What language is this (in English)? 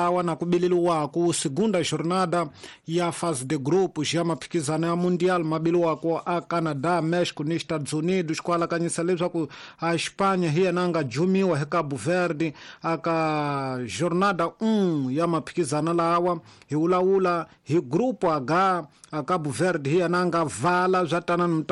Tsonga